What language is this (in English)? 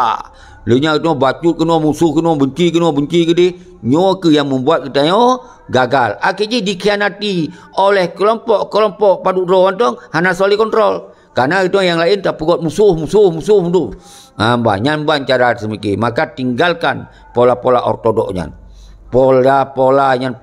Achinese